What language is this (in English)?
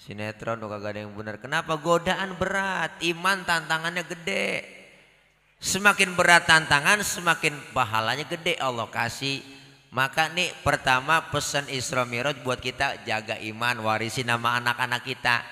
Betawi